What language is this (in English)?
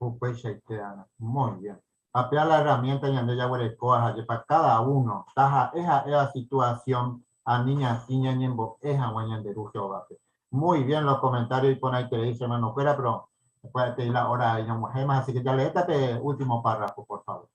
Guarani